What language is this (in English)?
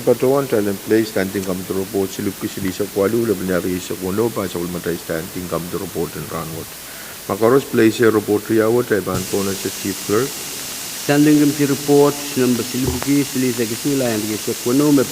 Pohnpeian